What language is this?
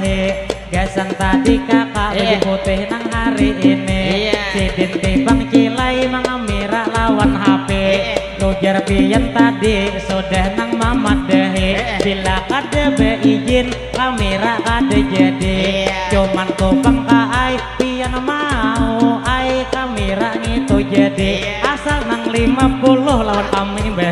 Banjar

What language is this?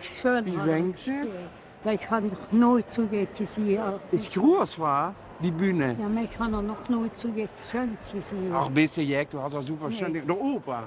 Limburgish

